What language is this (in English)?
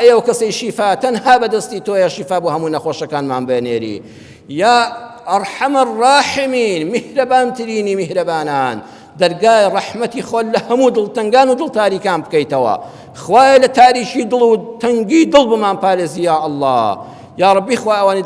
Central Kurdish